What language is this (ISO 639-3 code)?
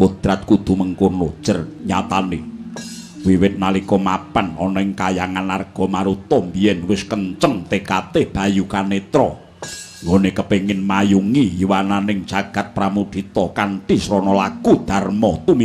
jav